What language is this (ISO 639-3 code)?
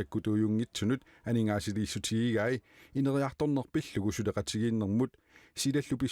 kal